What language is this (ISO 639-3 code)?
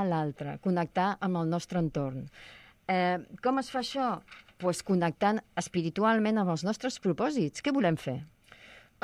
cat